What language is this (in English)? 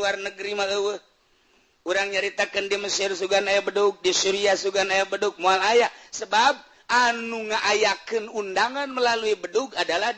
Sundanese